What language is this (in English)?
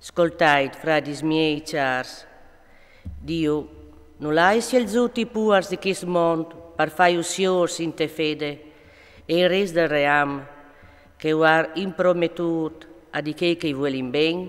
Friulian